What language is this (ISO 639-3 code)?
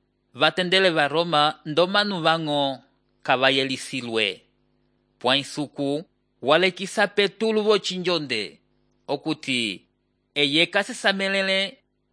umb